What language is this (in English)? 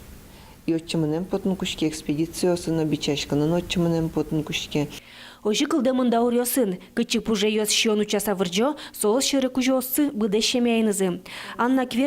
Udmurt